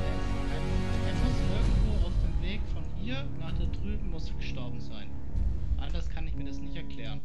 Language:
Swiss German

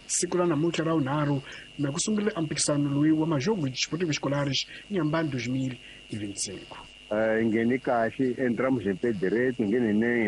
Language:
Tsonga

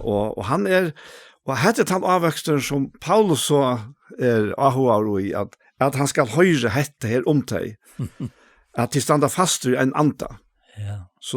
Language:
Faroese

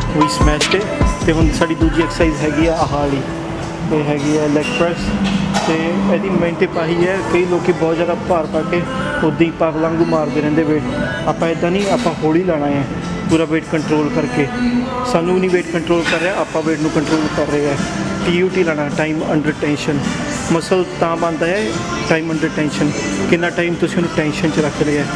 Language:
Punjabi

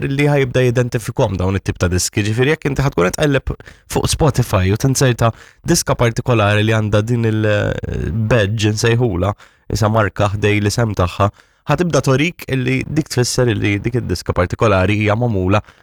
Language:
Maltese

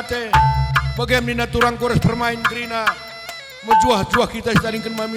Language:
Batak Karo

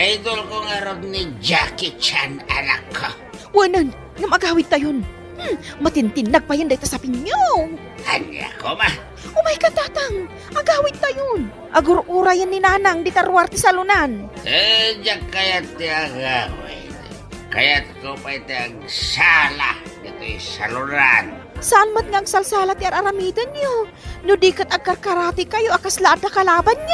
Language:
Iloko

